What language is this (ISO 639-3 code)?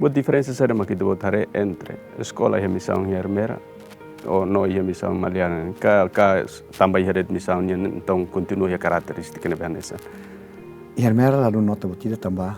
tet